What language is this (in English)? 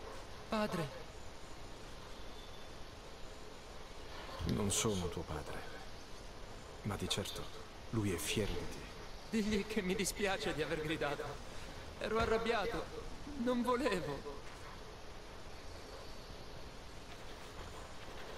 Italian